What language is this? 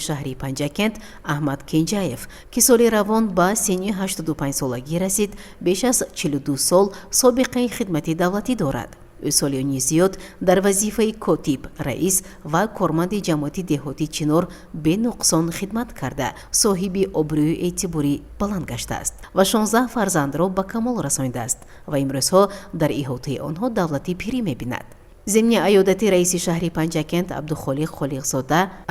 Tajik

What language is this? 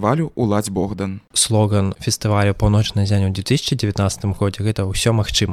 Belarusian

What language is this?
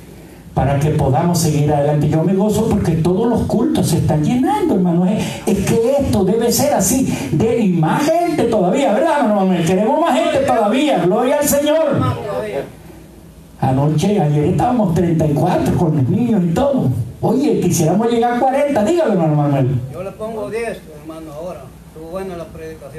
Spanish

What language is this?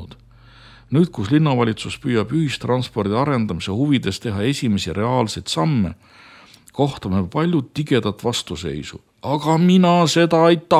Estonian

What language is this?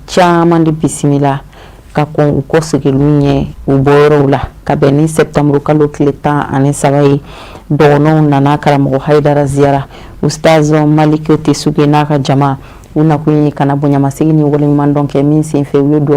Bambara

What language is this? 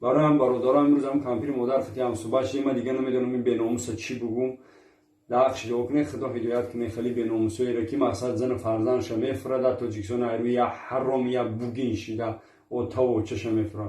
Tajik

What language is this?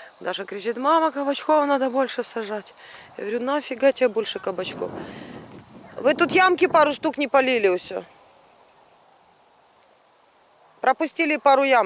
Russian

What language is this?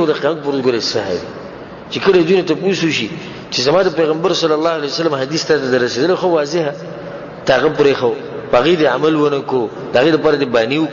Pashto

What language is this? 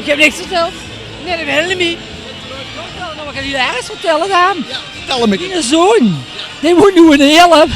Limburgish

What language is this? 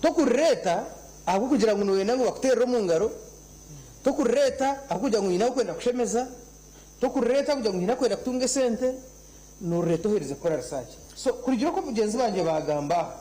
Nyankole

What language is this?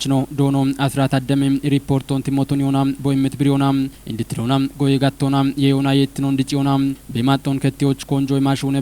Kafa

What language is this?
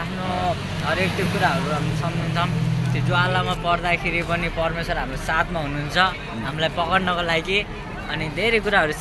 Nepali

